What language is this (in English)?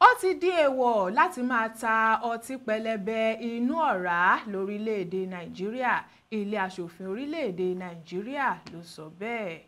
Yoruba